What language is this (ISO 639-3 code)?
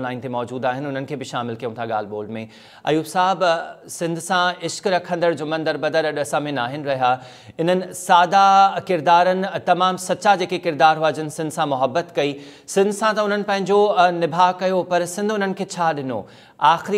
snd